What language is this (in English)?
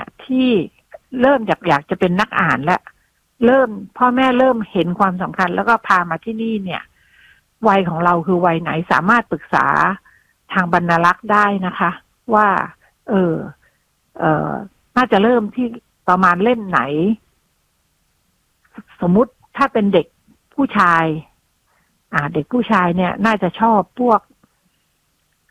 Thai